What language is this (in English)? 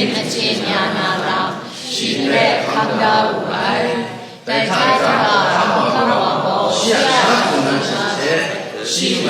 Kachin